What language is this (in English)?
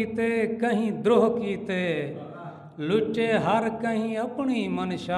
Saraiki